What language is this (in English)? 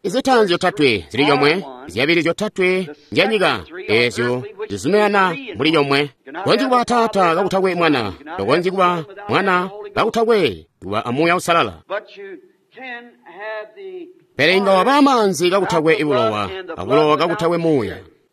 Tonga (Zambia)